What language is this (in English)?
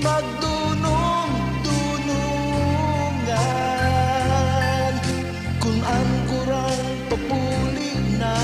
Bikol